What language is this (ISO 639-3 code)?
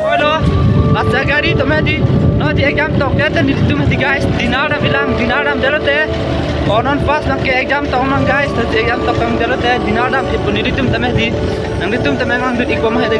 mjw